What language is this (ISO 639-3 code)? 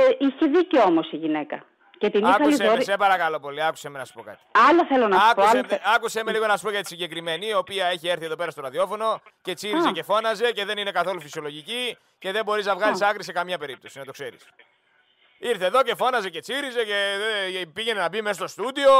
ell